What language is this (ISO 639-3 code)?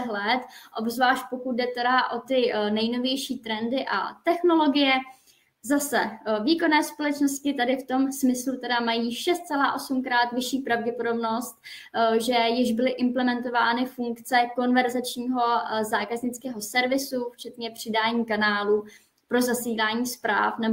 ces